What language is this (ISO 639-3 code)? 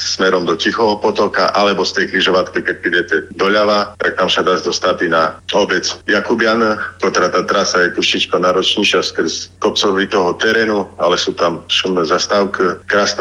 slk